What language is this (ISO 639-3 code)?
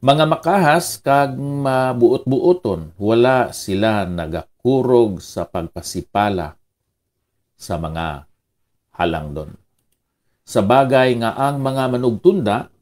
hil